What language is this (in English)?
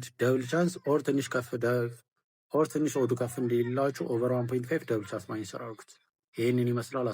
Amharic